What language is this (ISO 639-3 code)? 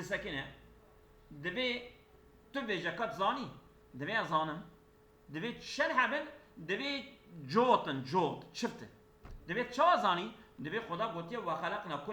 kur